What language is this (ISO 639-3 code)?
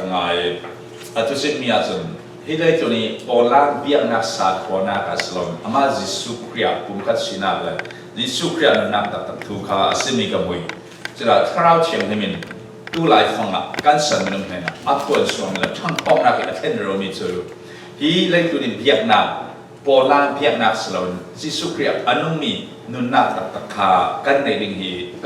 cfm